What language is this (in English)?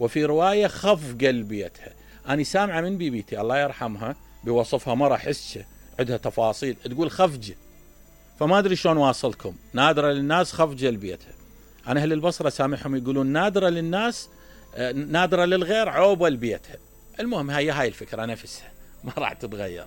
Mesopotamian Arabic